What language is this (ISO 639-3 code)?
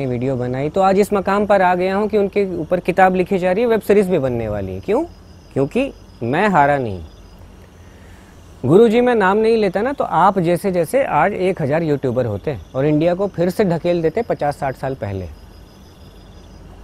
hin